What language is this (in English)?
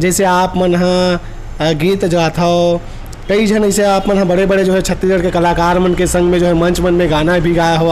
Chhattisgarhi